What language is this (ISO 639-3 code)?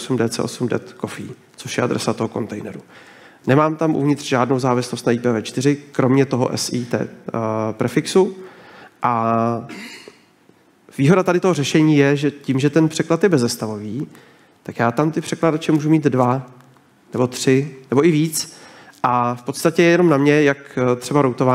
ces